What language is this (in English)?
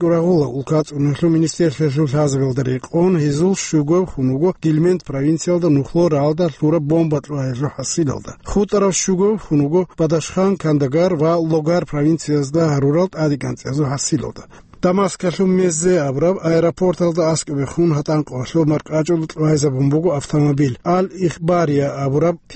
Avaric